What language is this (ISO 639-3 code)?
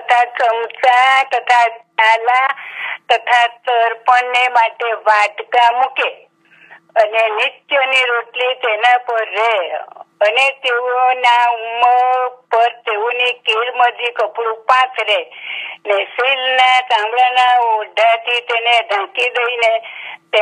guj